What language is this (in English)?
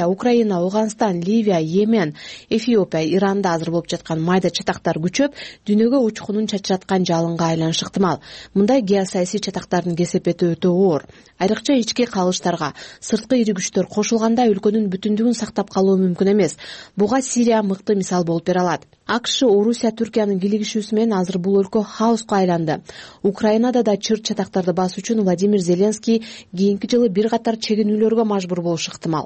Kyrgyz